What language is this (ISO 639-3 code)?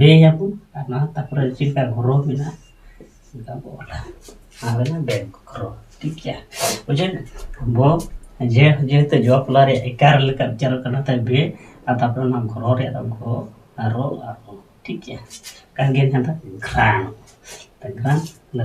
sat